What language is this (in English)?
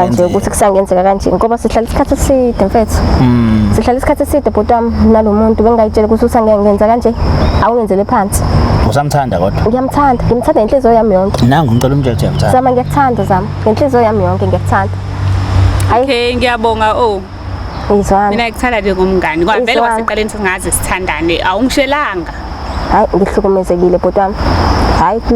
Zulu